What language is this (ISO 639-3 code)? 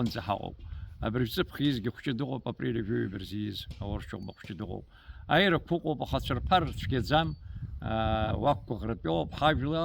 abk